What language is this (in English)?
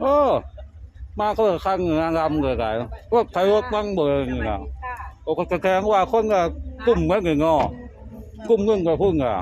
Northeastern Thai